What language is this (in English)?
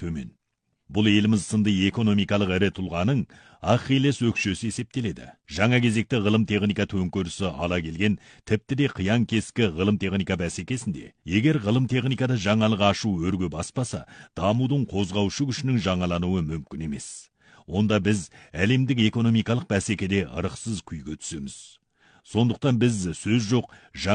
Kazakh